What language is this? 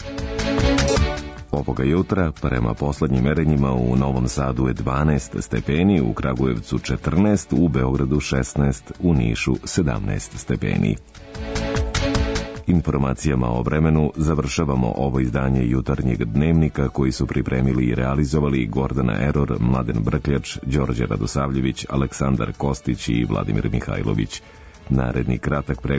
Serbian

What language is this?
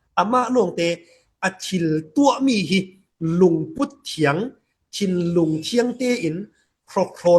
Falam Chin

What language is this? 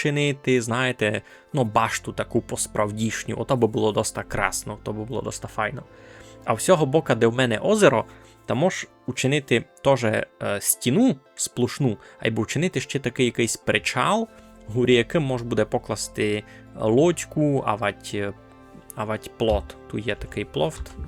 Rusyn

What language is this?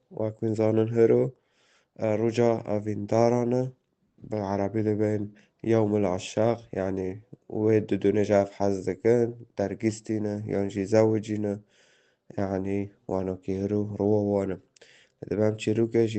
Kurdish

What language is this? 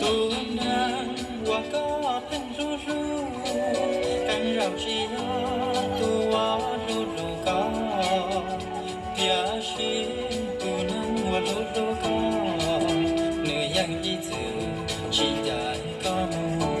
Hmong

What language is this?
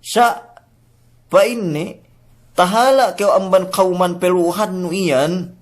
Yakan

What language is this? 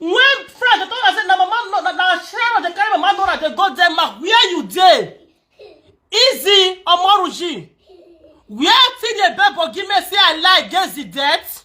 Nigerian Pidgin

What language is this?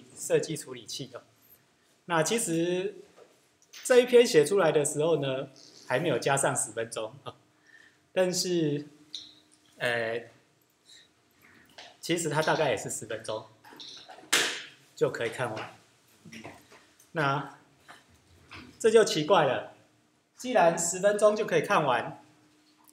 Chinese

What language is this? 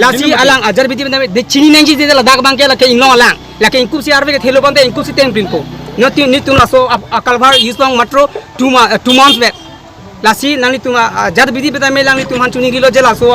Karbi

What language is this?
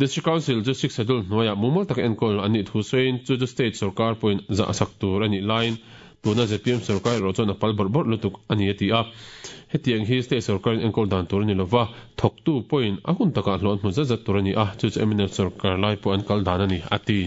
Mizo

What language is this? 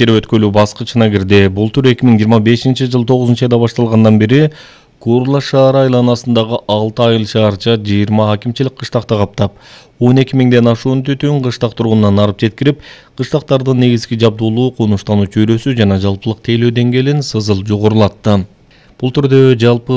Kyrgyz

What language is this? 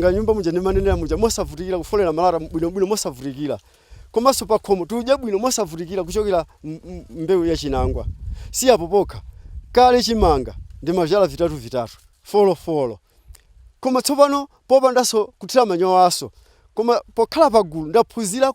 Nyanja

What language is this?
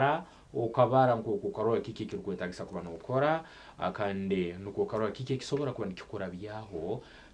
Nyankole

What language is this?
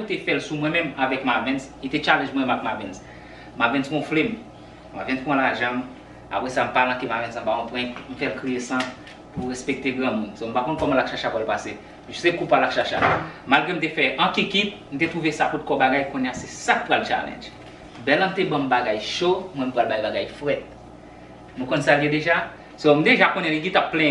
Haitian Creole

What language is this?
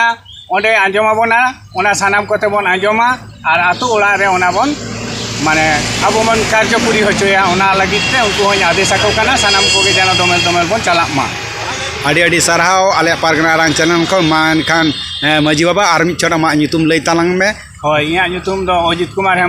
Santali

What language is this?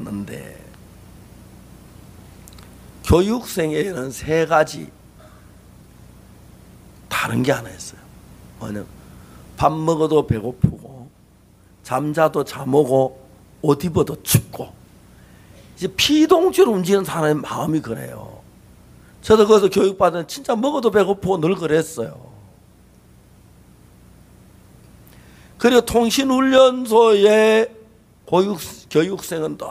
Korean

